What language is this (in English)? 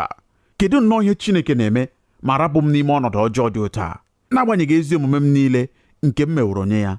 Igbo